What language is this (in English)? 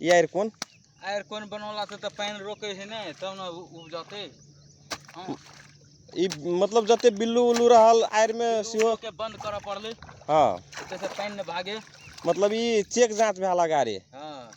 Magahi